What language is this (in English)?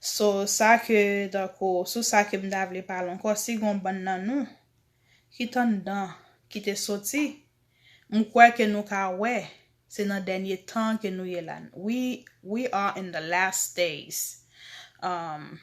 Haitian Creole